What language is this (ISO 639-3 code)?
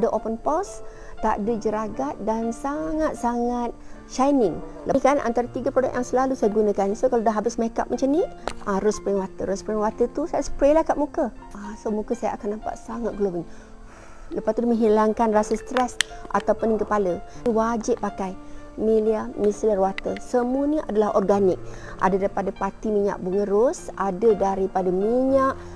msa